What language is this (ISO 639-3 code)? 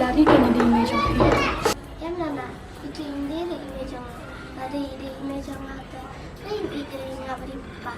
kha